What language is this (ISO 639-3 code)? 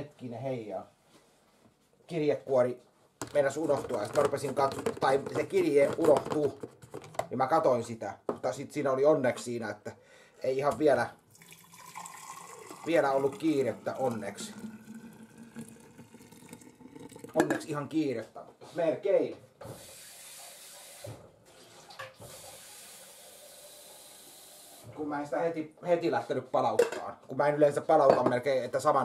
fin